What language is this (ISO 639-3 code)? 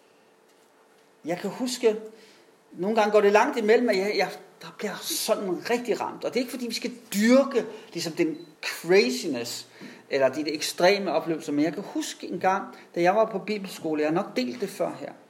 dan